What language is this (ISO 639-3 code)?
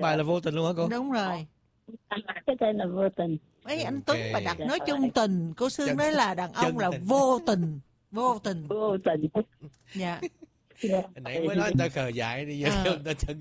vie